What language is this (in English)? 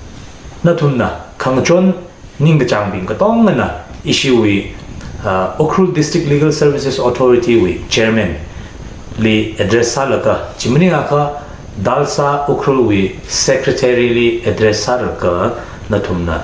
Tangkhul Naga (India)